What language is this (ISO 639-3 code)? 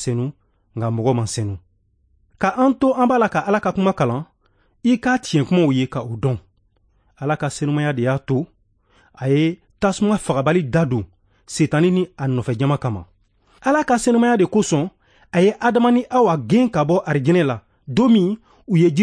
bam